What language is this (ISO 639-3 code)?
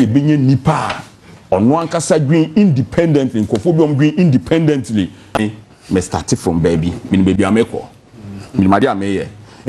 aka